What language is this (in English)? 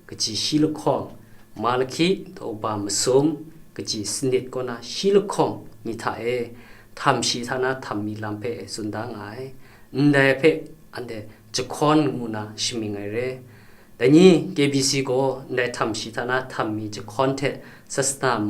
Kachin